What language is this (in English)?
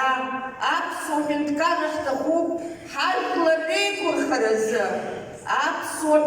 Abkhazian